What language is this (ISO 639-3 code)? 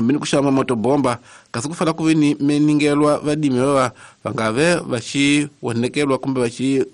tso